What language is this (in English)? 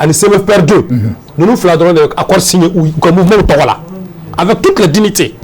Bambara